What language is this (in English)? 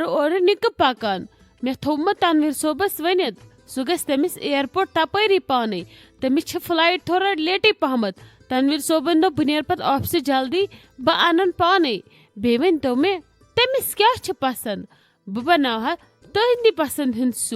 Kashmiri